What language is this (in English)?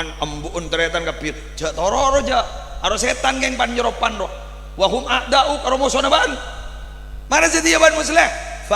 Madurese